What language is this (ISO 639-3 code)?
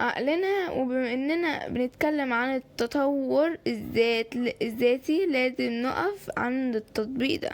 arz